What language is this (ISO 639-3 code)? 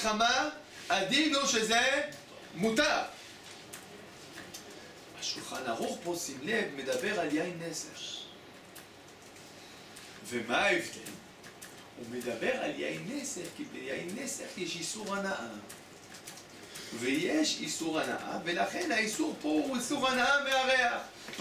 heb